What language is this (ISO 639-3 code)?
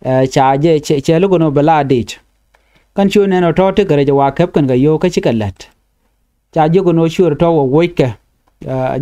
nus